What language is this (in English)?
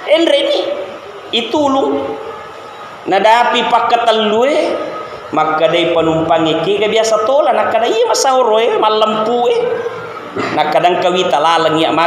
Buginese